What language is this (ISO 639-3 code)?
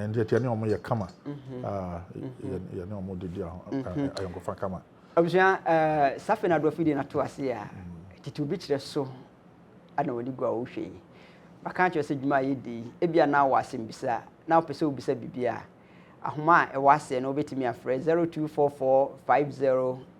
aka